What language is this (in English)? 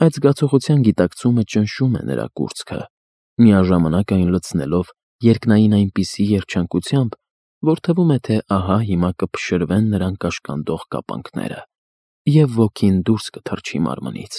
Armenian